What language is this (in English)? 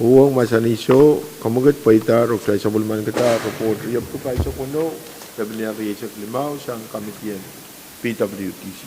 Pohnpeian